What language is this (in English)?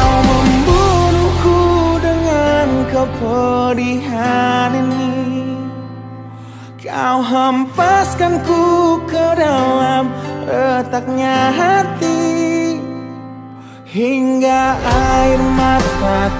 Indonesian